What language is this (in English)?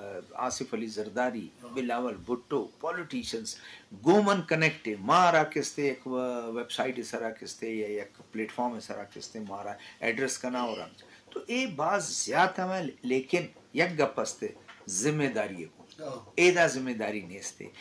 Eastern Balochi